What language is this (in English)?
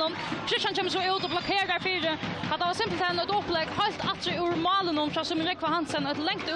Faroese